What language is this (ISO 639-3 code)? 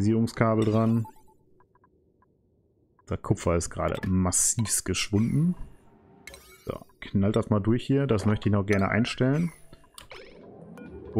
deu